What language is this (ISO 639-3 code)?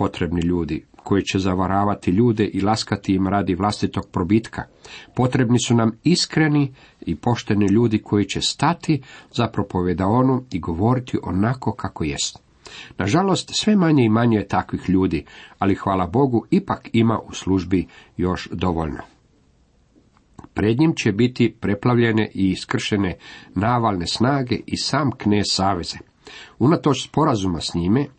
hrv